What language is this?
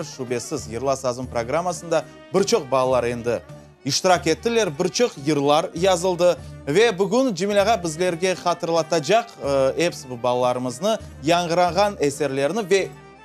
Crimean Tatar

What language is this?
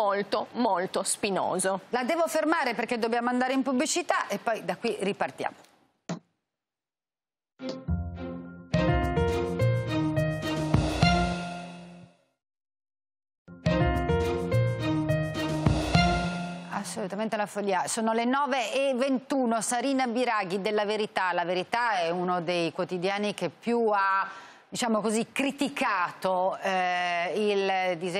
Italian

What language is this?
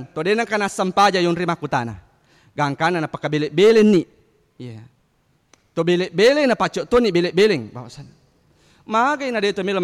Buginese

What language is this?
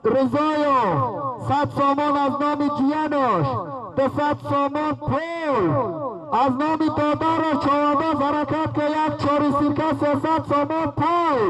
Tajik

